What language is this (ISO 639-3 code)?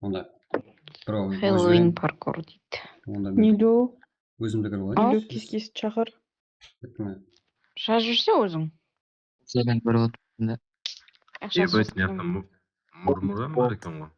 kaa